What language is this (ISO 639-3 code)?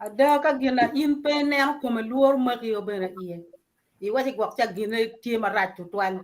ach